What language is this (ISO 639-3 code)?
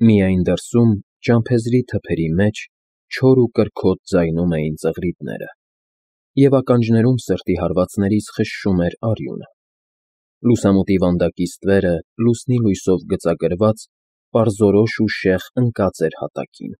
hye